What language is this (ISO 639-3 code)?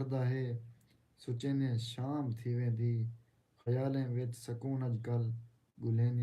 skr